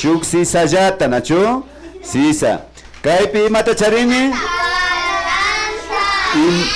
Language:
Imbabura Highland Quichua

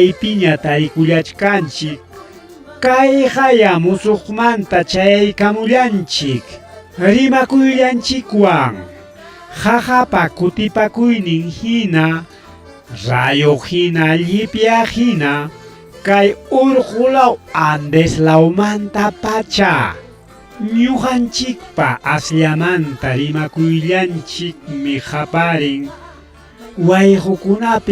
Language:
Ayacucho Quechua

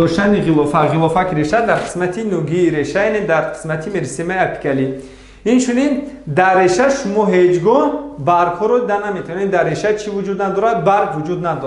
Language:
Tajik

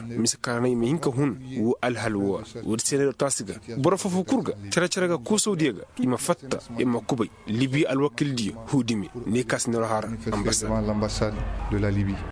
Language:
Koyraboro Senni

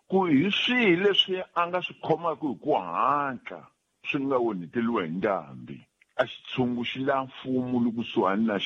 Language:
Tsonga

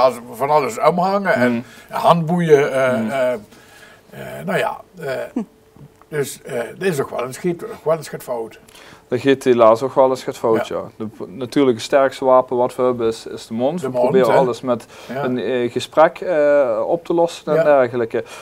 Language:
Limburgish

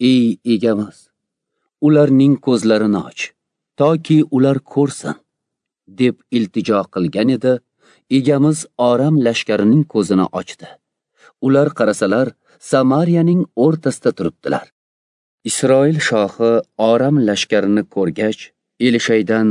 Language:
Uzbek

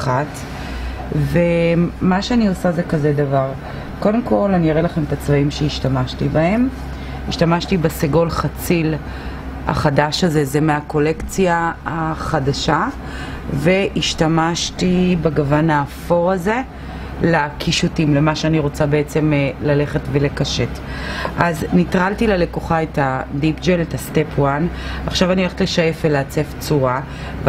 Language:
Hebrew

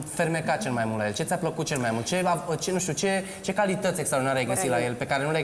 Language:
Romanian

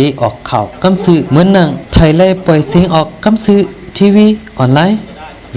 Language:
Shan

